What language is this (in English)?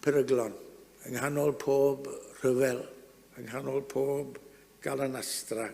Welsh